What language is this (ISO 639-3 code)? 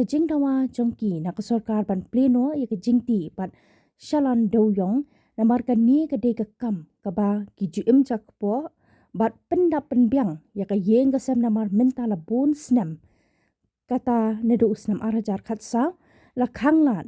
kha